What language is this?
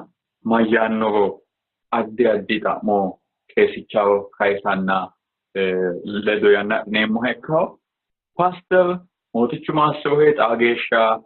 Sidamo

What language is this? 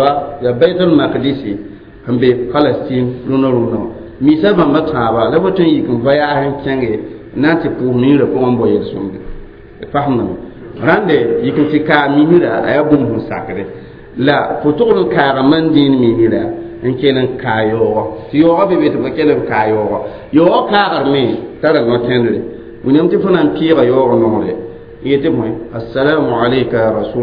Mossi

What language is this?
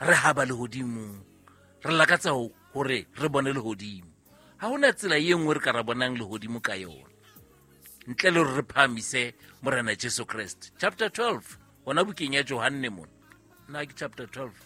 Southern Sotho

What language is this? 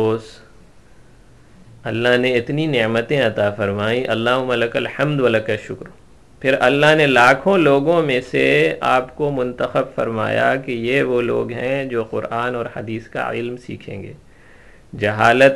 Urdu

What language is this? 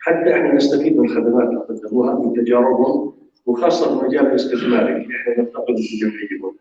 North Levantine Arabic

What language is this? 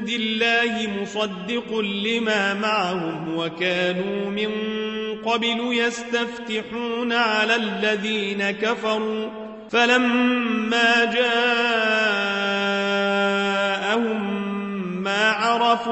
Arabic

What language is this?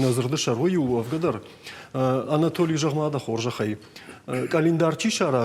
Ossetic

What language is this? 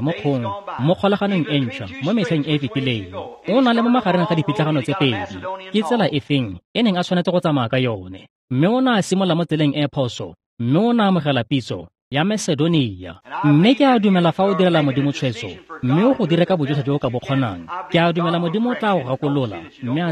Tswana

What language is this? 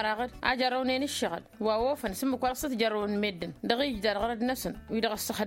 Tamasheq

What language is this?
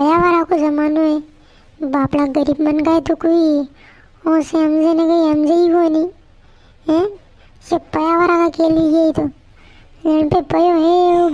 Rajasthani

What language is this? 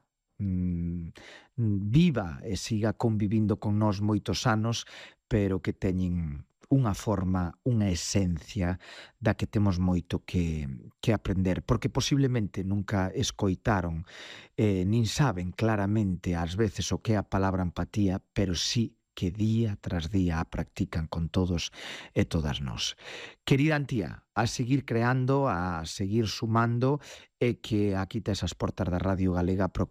Galician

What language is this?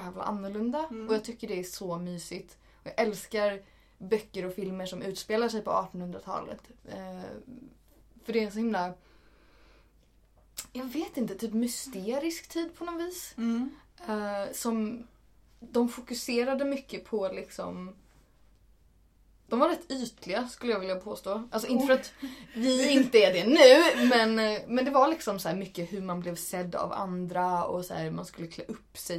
Swedish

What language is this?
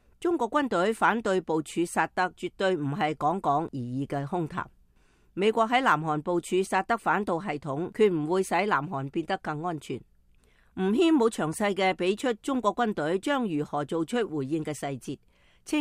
Cantonese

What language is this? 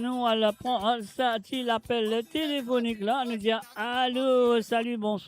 Morisyen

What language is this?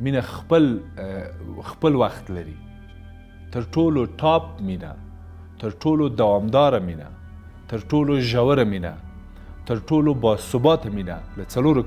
Pashto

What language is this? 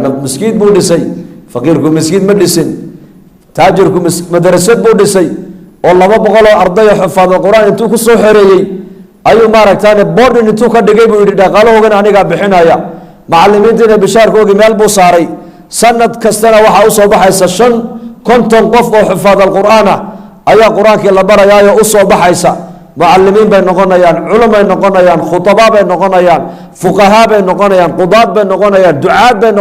Somali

